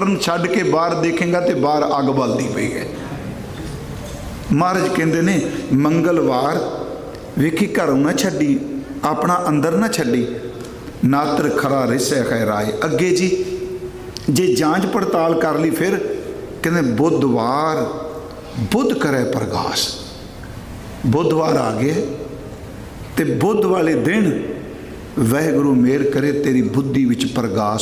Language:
Punjabi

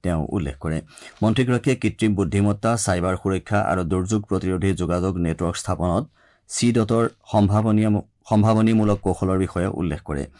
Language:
Assamese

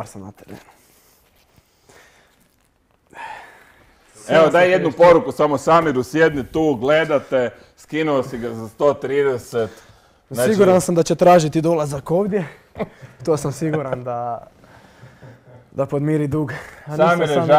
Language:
Croatian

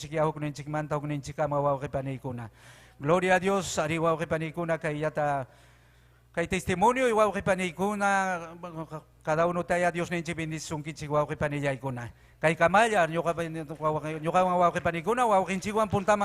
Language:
Ayacucho Quechua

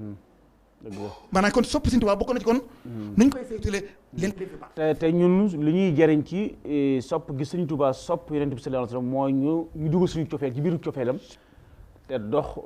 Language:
Wolof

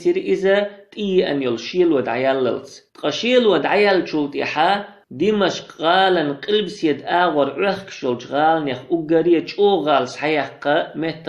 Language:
Chechen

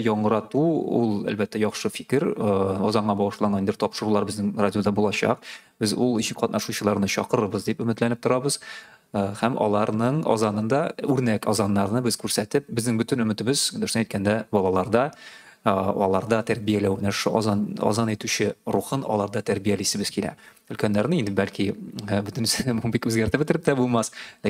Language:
Tatar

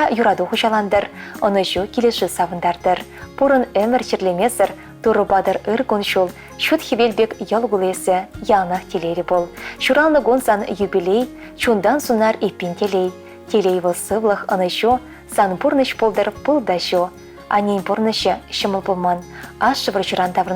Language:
Chuvash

